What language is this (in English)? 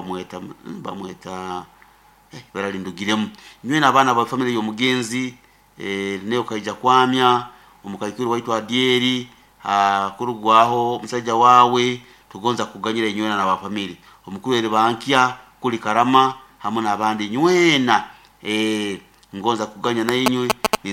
Nyoro